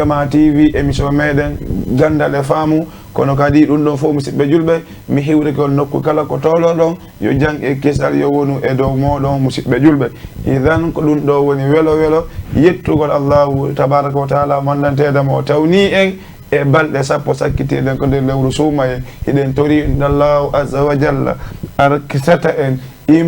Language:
Fula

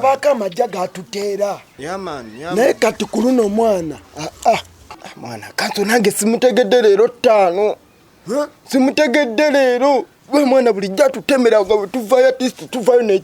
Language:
Ganda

